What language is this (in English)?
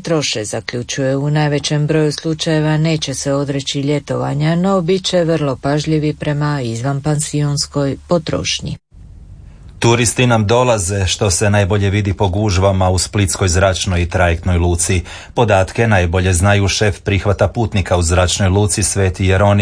Croatian